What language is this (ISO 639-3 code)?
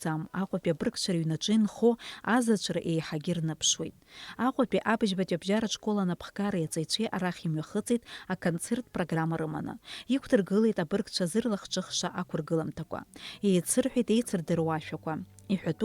abk